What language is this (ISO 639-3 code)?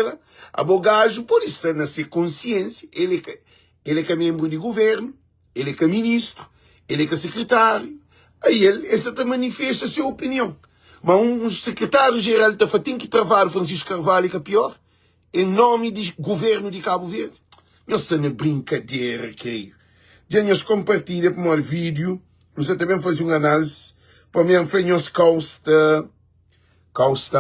kea